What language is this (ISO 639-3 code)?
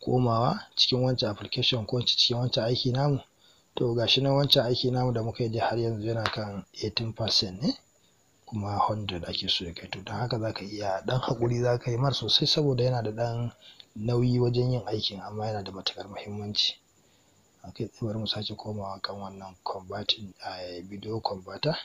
hau